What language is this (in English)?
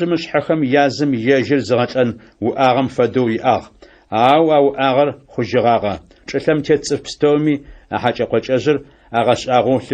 Adyghe